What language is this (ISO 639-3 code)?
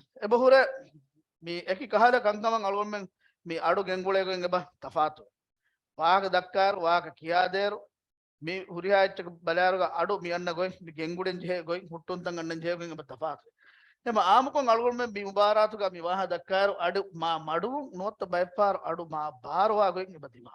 div